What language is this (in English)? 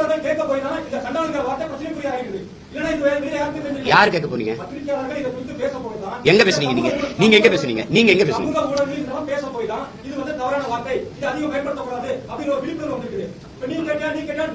Tamil